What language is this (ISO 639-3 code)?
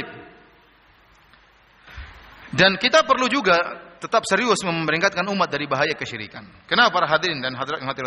ind